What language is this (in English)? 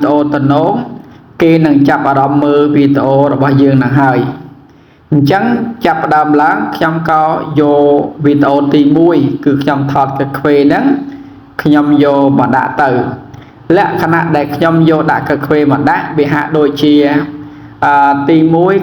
Khmer